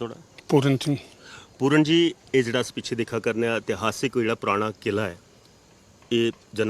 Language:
Dogri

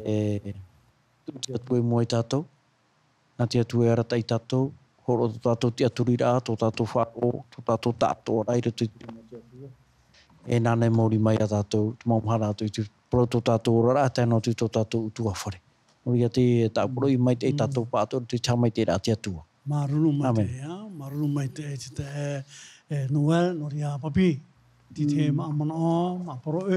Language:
Tahitian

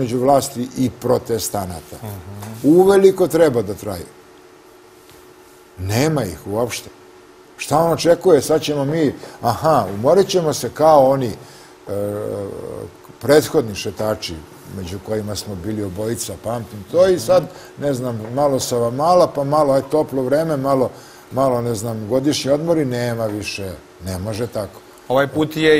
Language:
Serbian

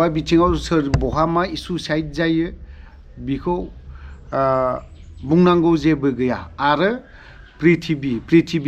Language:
Bodo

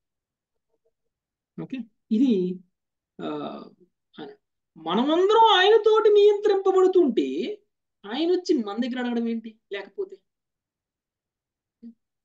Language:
Telugu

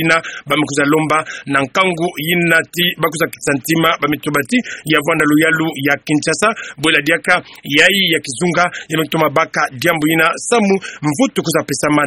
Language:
Kituba (Democratic Republic of Congo)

